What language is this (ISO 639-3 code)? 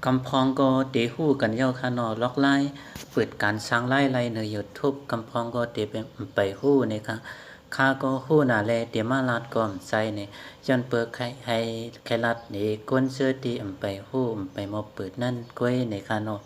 shn